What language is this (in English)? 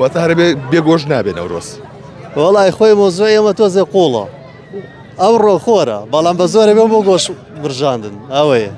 Central Kurdish